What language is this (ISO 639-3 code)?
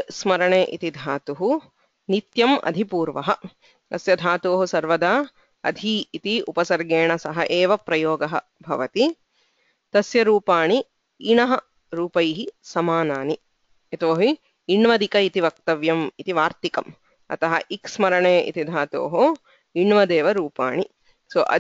san